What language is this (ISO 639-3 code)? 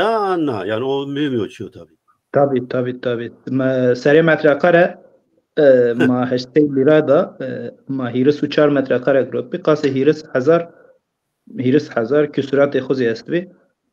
zza